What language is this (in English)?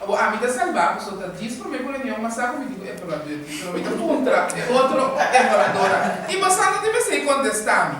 Papiamento